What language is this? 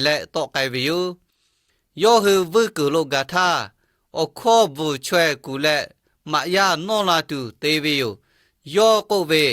Lahu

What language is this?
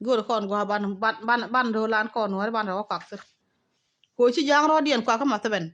Nuer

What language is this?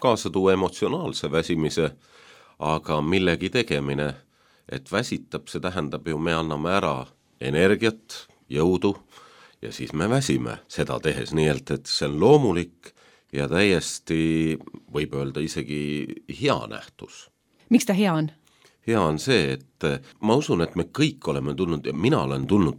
Estonian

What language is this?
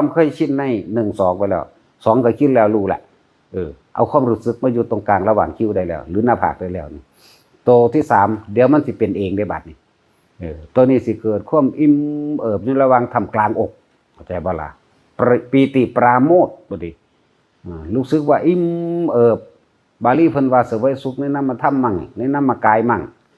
Northeastern Thai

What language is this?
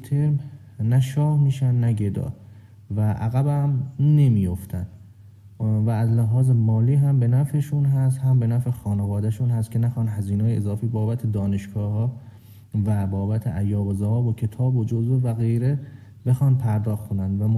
Persian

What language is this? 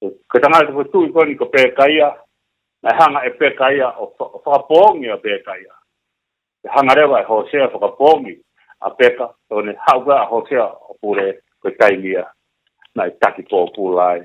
Tongan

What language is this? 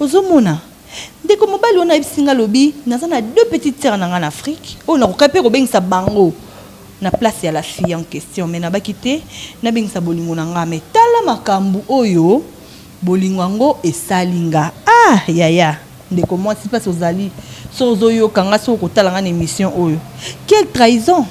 Lingala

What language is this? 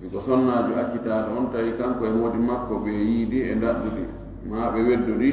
Fula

